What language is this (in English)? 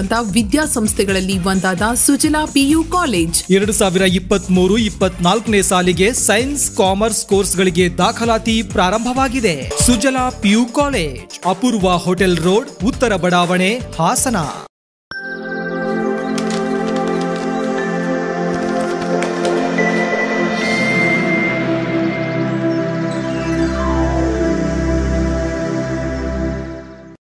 Kannada